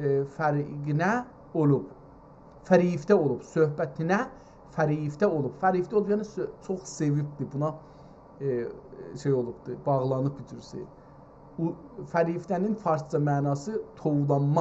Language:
South Azerbaijani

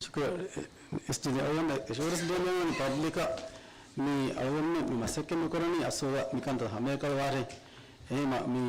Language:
Divehi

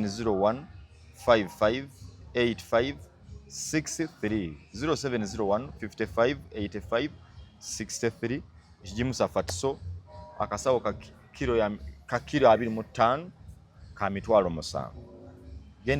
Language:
Ganda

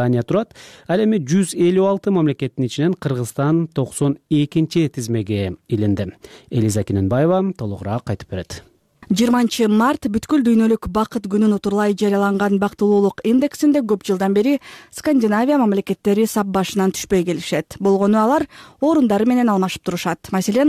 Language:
Kyrgyz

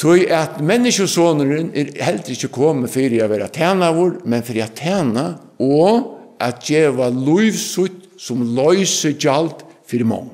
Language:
Faroese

